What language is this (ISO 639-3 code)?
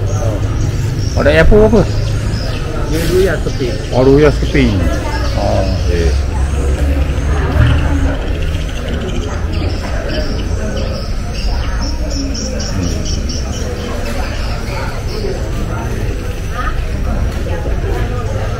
msa